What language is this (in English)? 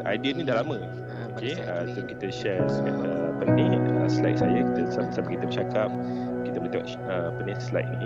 Malay